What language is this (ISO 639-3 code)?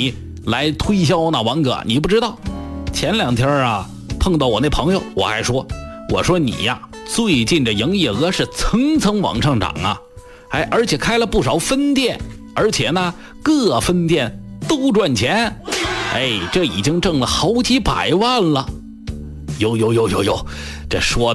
zho